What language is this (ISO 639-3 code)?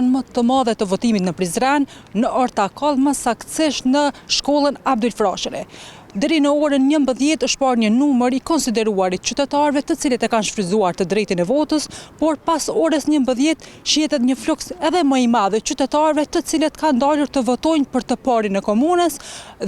sqi